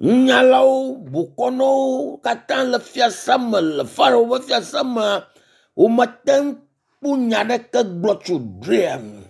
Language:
Ewe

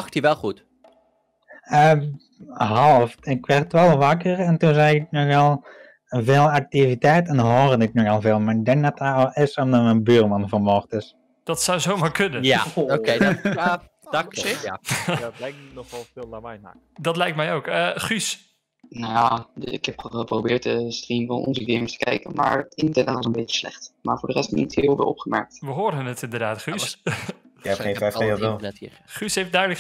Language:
Dutch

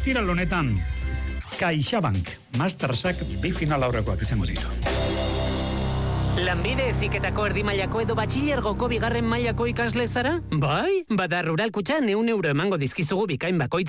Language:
Basque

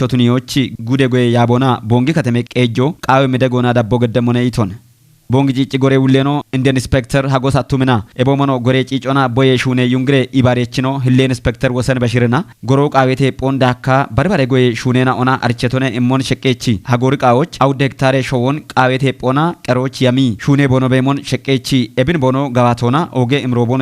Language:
Kafa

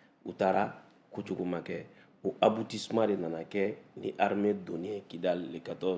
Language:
Bambara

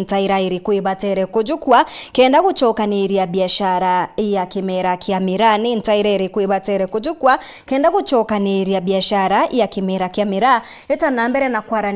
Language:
Meru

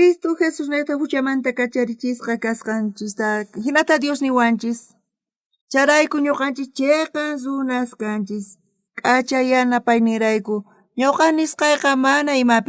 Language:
South Bolivian Quechua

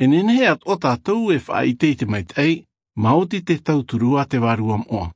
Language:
Tahitian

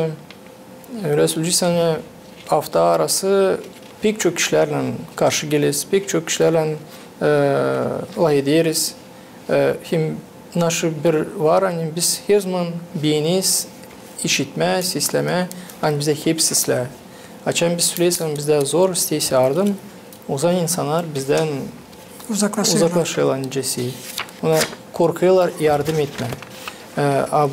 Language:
Gagauz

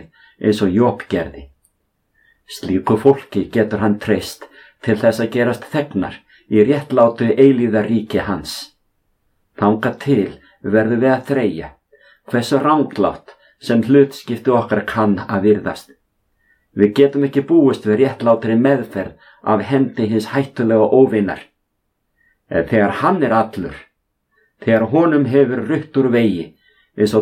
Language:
Icelandic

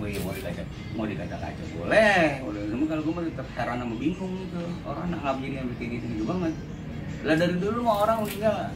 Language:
Betawi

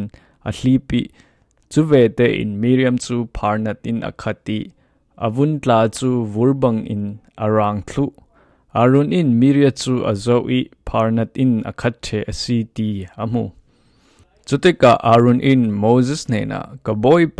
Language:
Falam Chin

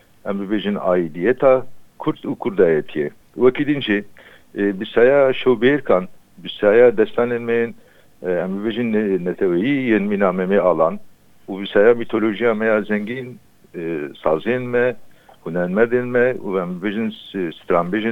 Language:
Kurdish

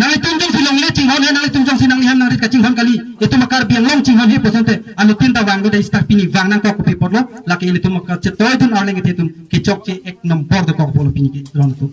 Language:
Karbi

